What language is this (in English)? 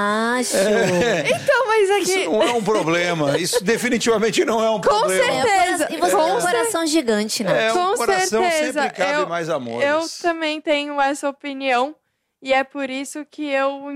Portuguese